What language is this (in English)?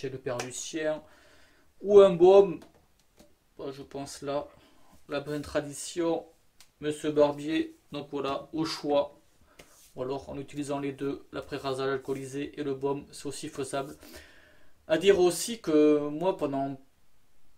French